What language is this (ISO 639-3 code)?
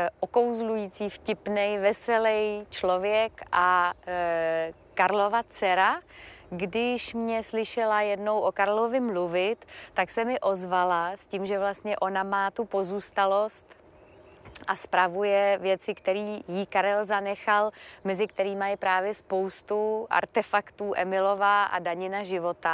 ces